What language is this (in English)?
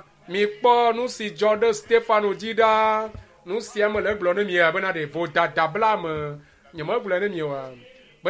Ewe